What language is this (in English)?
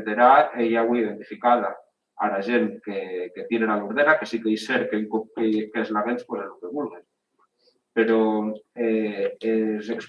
Occitan